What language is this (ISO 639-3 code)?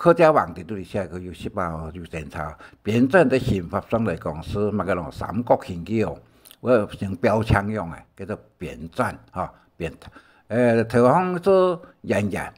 hak